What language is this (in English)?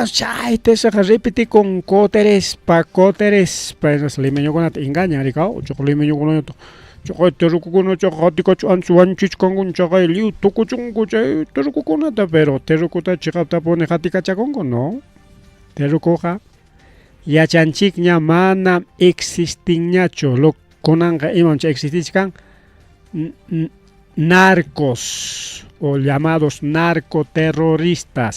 Ayacucho Quechua